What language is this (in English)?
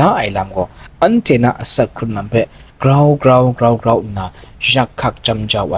Kachin